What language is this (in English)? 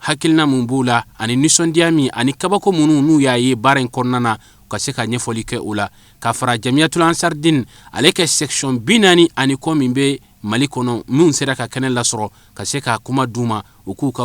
Bambara